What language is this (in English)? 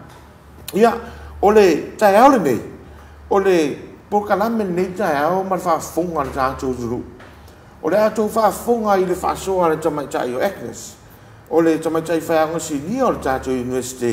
Samoan